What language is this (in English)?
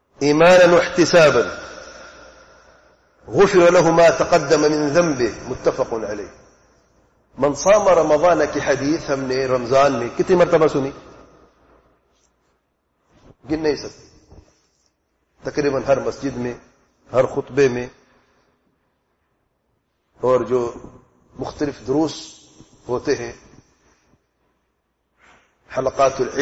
Urdu